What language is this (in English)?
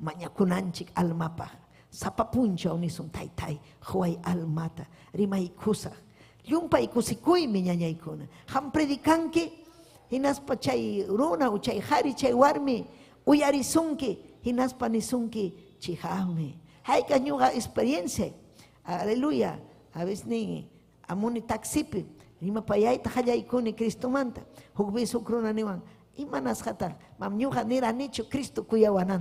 Ayacucho Quechua